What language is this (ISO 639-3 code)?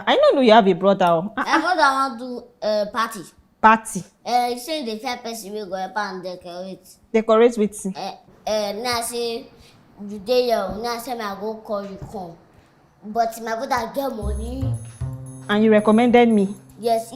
pcm